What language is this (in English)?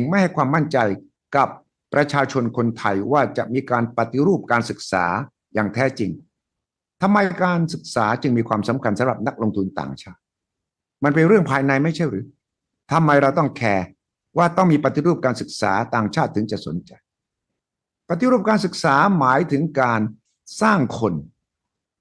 Thai